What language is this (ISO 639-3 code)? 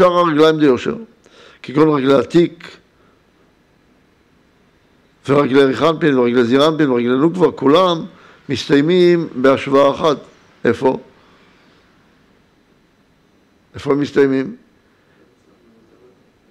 heb